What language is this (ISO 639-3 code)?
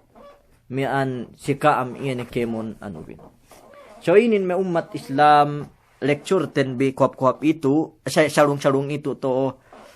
yka